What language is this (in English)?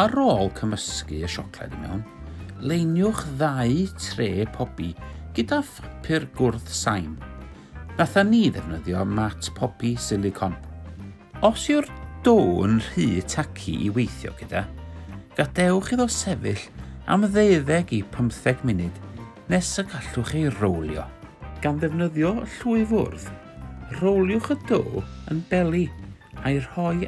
Welsh